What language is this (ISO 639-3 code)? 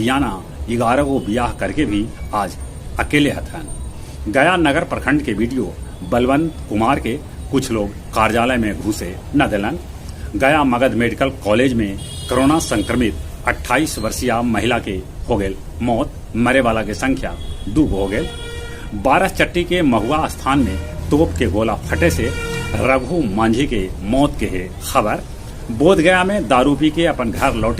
mag